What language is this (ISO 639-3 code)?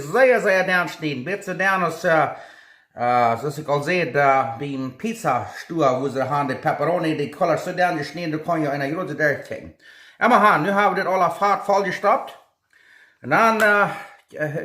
pdt